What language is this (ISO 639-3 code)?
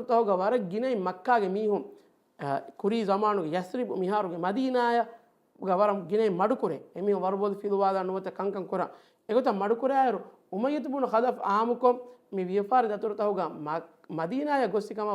div